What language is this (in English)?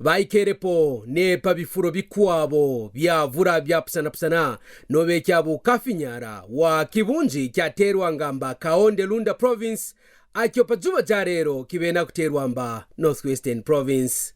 Kaonde